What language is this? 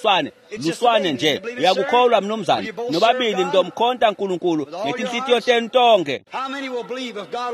Swati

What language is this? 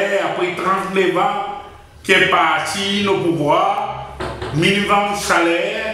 Seselwa Creole French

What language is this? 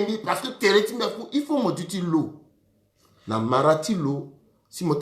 Sango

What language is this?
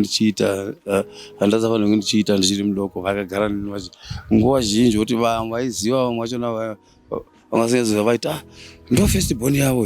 Shona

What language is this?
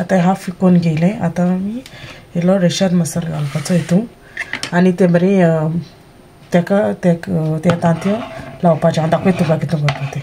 Konkani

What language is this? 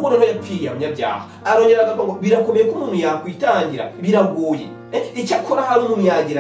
Kinyarwanda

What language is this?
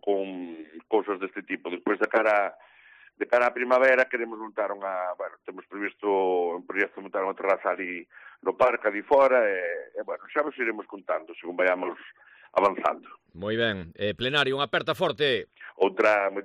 Galician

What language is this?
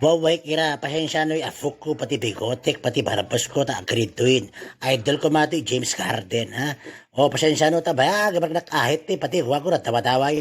Itawit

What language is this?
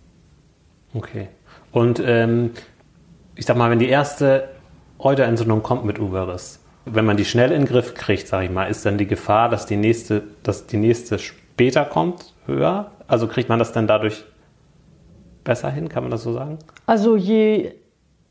German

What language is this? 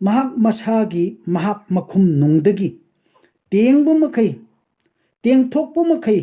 Manipuri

